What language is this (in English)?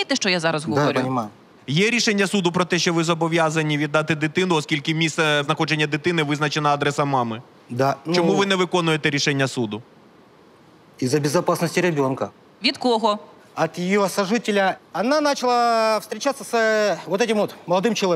Ukrainian